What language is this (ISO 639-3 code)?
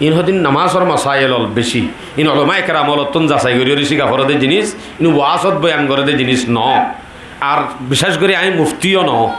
rhg